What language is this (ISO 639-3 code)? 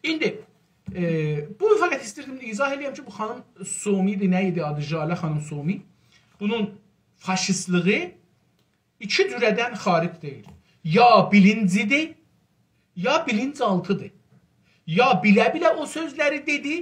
azb